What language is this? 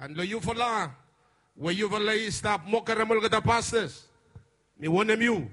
Bislama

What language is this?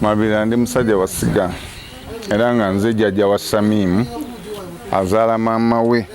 Ganda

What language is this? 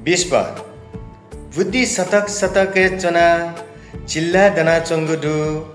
Newari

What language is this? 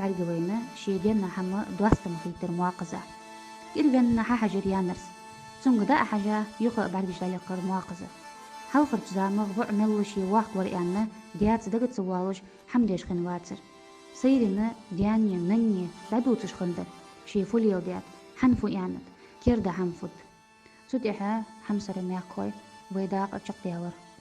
Ingush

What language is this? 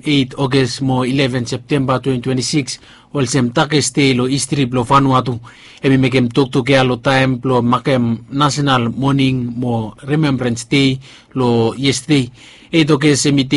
Bislama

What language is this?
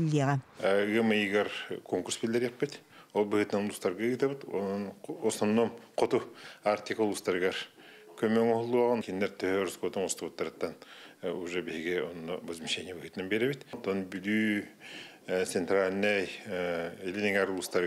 Yakut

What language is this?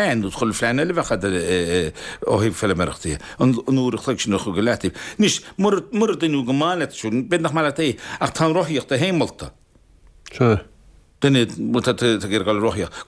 Irish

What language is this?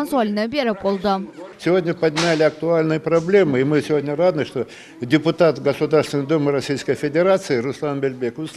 Crimean Tatar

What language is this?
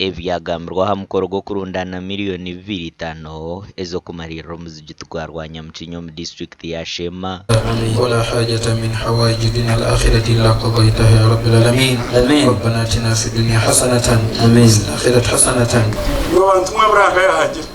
Nyankole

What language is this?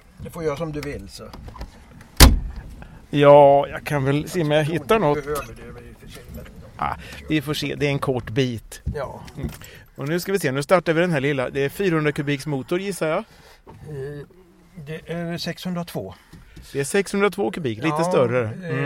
Swedish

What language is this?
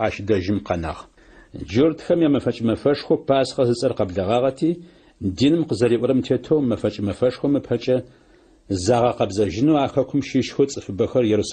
Adyghe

